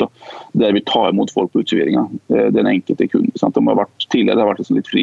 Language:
Norwegian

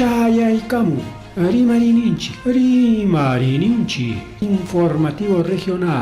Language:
Ayacucho Quechua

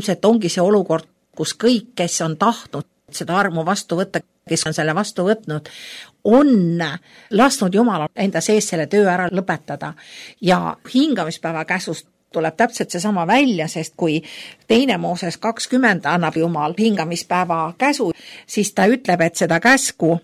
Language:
Estonian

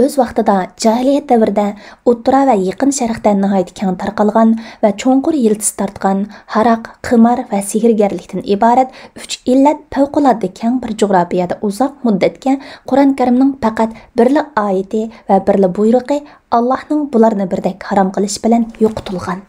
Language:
Uyghur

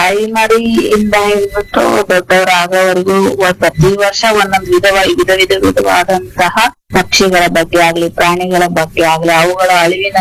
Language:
Kannada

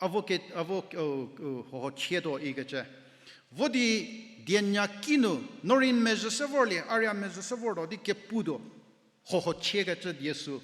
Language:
Angami Naga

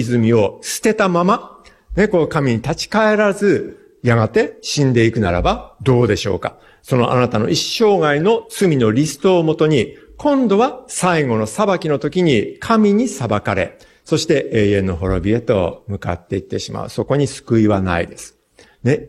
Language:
Japanese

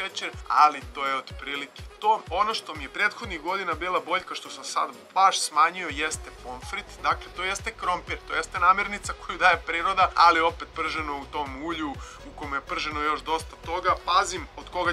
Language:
Serbian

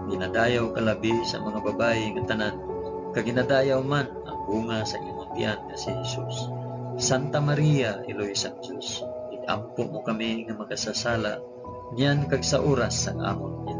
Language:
Hiligaynon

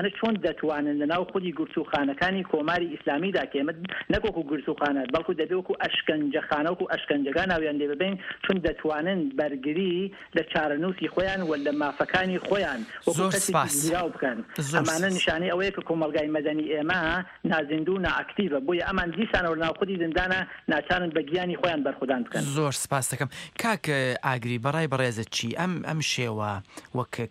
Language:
Central Kurdish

